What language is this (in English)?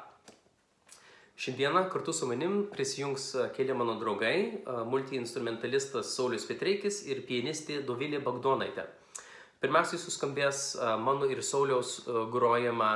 Lithuanian